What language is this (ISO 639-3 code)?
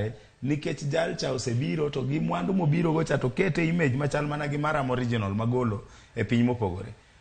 luo